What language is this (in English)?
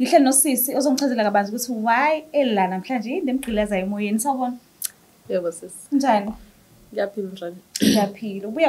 Zulu